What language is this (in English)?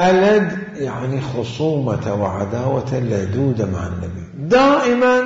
Mesopotamian Arabic